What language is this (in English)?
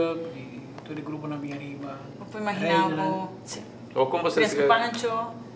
Papiamento